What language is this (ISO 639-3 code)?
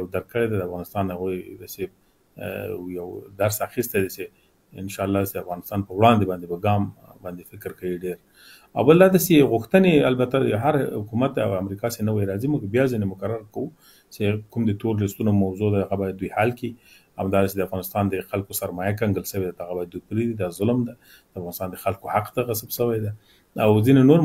pus